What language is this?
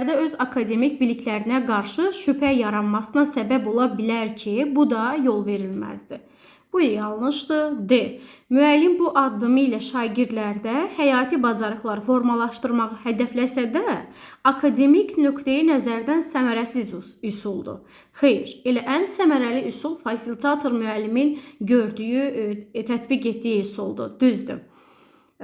Azerbaijani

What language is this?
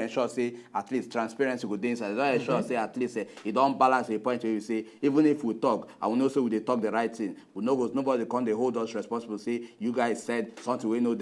Nigerian Pidgin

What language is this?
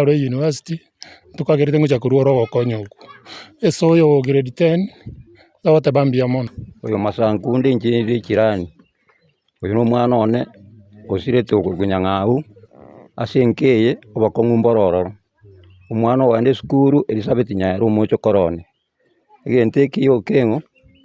Gusii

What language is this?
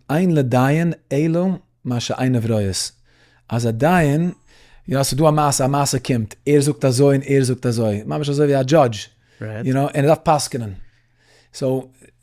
Yiddish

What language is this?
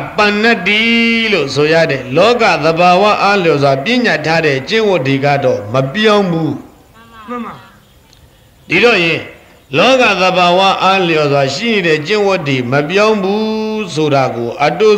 Burmese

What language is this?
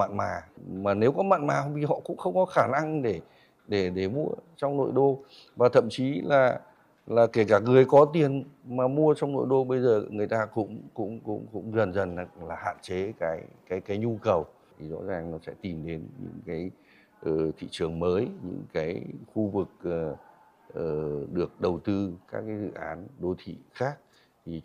Vietnamese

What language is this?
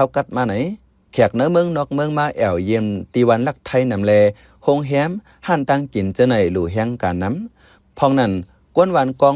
Shan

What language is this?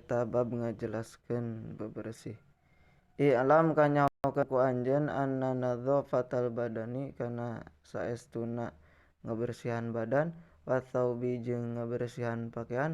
Sundanese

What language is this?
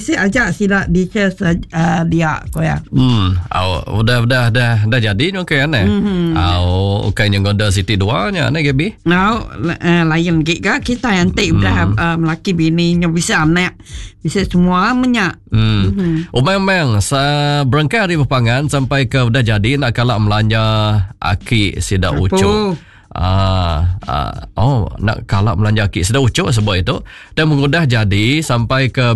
Iban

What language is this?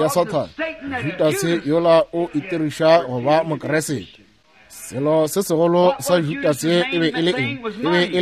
Northern Sotho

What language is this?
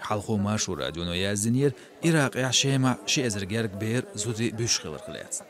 Chechen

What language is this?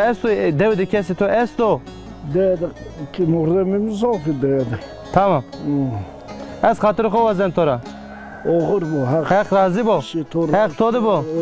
Zaza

